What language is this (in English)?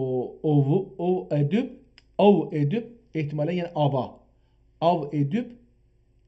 South Azerbaijani